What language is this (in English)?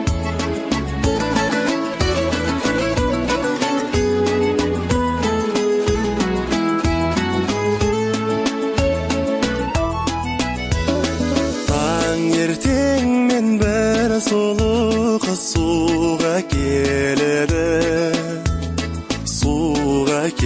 Kazakh